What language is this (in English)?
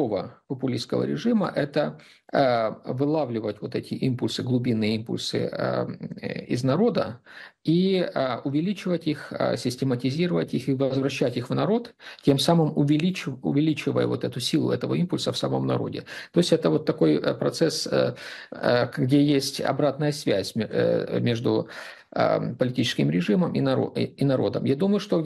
Russian